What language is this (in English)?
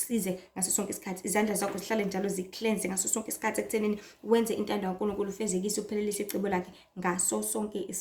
Zulu